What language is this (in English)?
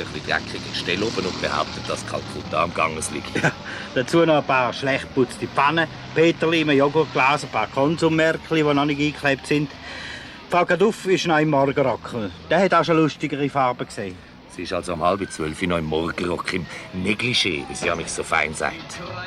Swiss German